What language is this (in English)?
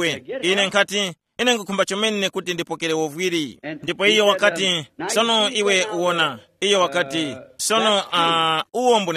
Tumbuka